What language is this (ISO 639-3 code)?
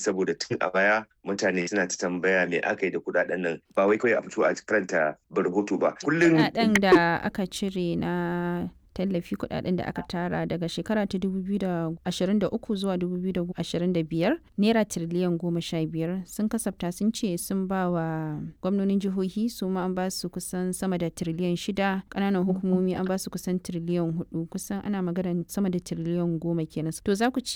hau